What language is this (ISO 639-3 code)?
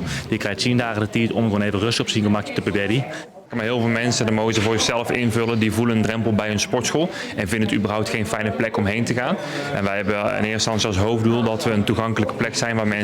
fry